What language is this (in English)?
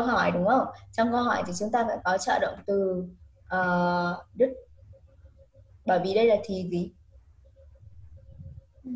Vietnamese